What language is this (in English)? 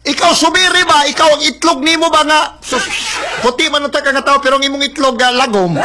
Cebuano